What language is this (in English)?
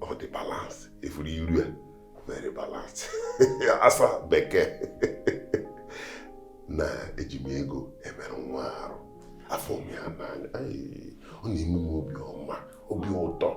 Igbo